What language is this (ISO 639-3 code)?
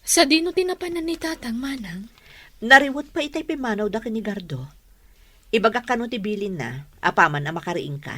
ilo